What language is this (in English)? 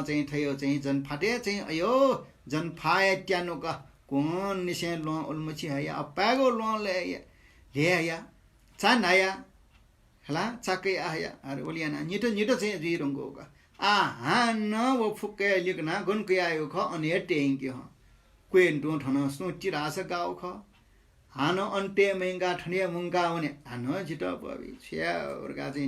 Newari